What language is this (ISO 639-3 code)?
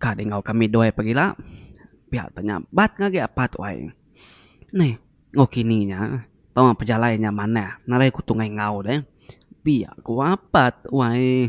iba